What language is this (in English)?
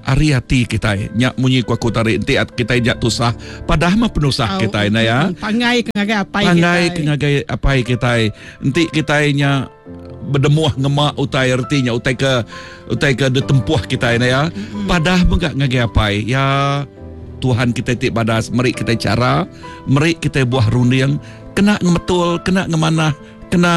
Iban